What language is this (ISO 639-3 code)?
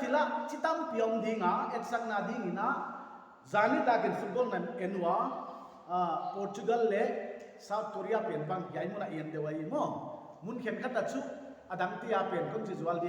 pck